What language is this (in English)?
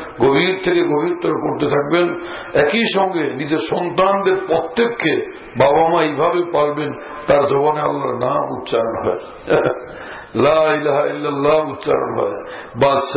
Bangla